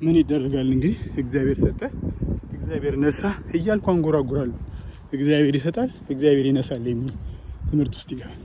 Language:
Amharic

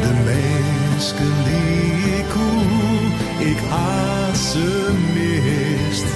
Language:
Western Frisian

